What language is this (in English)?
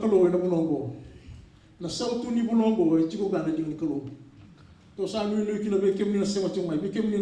Fijian